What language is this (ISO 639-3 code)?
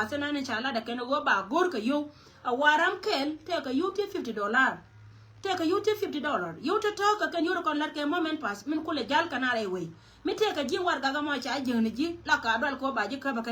nus